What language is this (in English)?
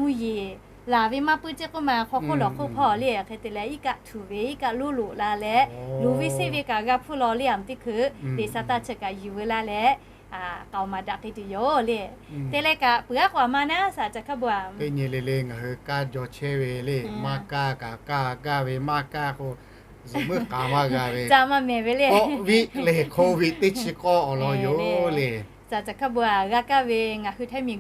Lahu